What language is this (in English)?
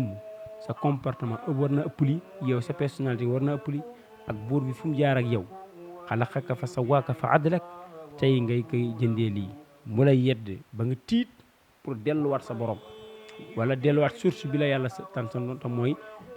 Wolof